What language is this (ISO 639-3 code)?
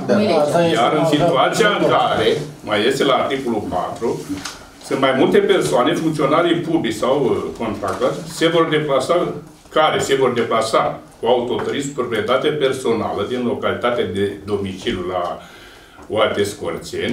ron